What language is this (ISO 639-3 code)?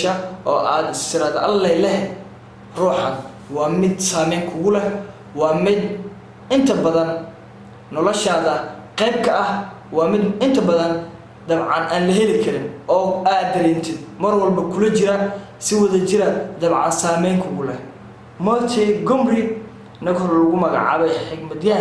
som